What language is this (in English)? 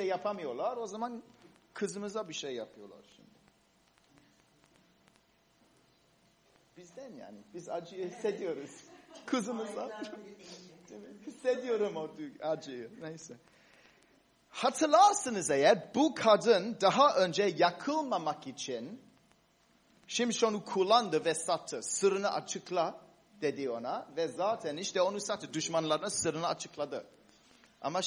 Turkish